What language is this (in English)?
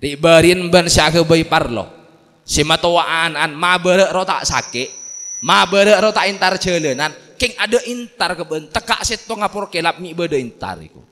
Madurese